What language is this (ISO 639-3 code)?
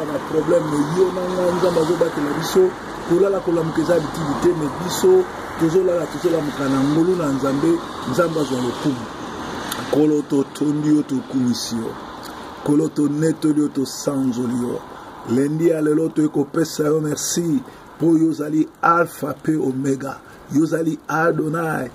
lin